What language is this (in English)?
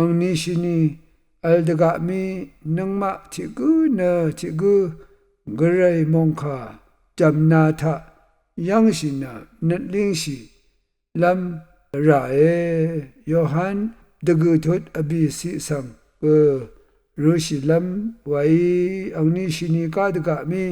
Rawang